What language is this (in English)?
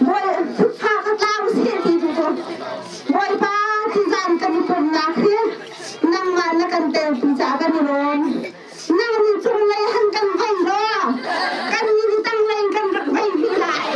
Hakha Chin